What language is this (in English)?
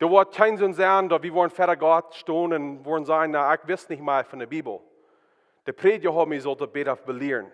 Plautdietsch